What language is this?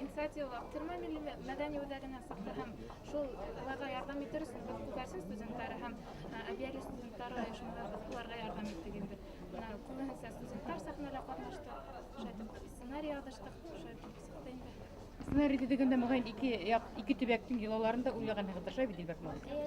Bashkir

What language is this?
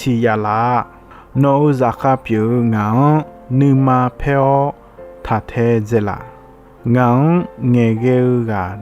Akha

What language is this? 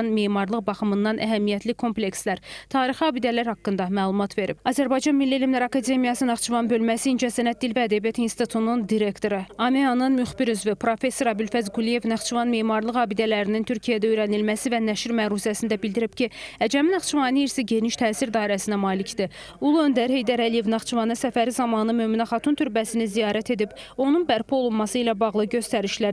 Azerbaijani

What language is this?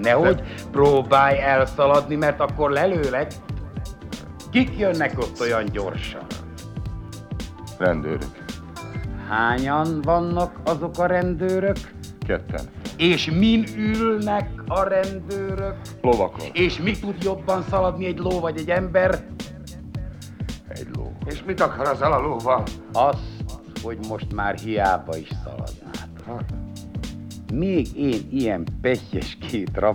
Hungarian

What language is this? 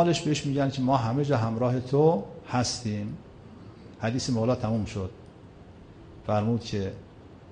Persian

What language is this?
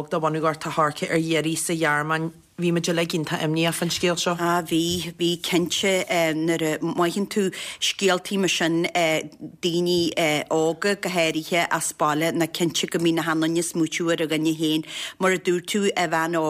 Irish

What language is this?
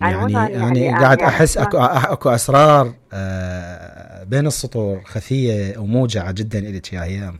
Mesopotamian Arabic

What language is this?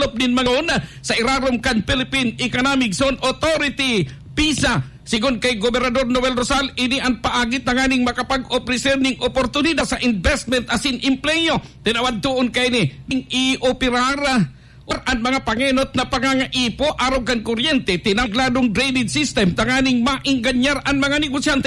Bikol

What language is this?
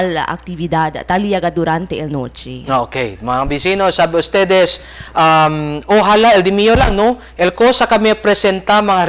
Chavacano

